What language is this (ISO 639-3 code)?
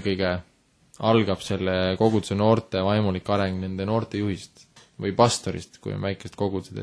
est